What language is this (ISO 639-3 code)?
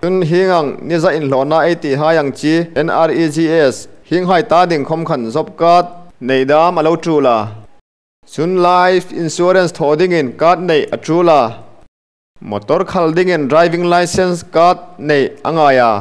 hmr